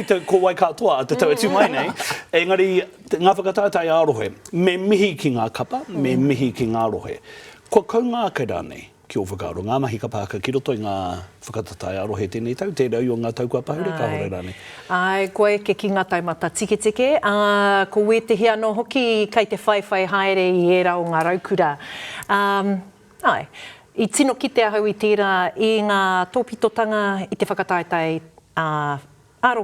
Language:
Māori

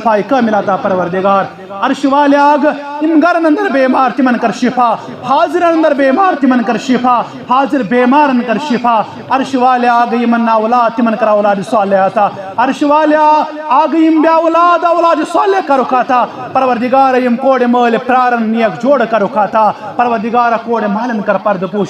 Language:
Kashmiri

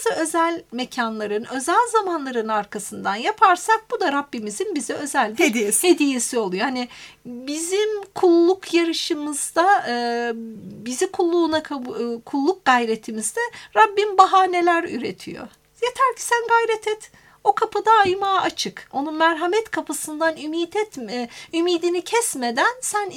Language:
Turkish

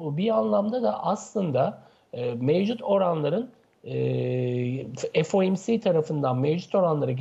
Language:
Turkish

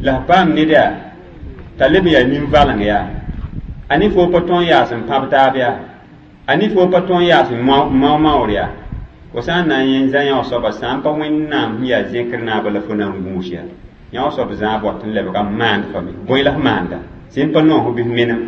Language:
Mossi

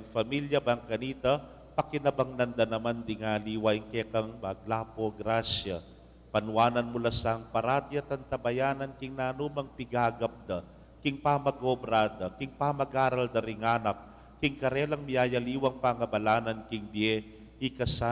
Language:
Pampanga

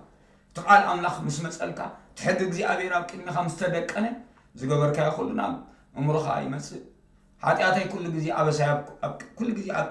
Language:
Tigrinya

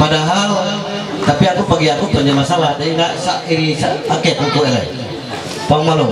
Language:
Ma'anyan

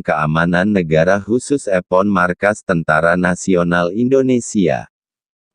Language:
Madurese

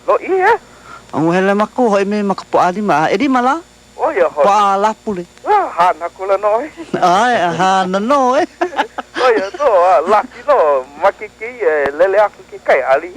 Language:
Hawaiian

